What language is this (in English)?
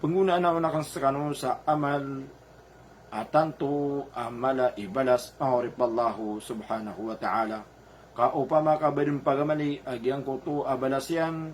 Maranao